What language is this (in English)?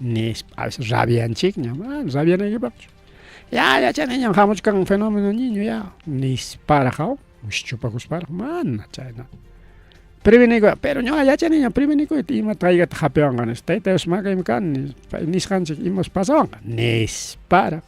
Ayacucho Quechua